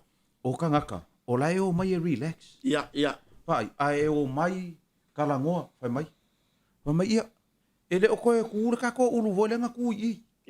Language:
Samoan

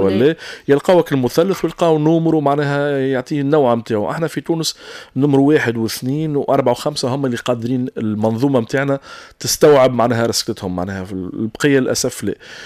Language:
Tunisian Arabic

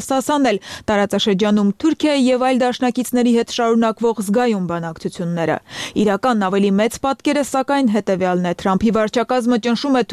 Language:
Armenian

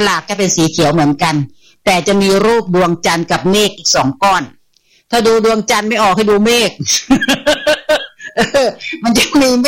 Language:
Thai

